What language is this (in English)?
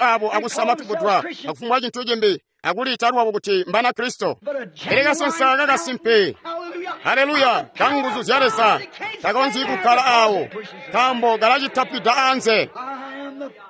Tonga (Zambia)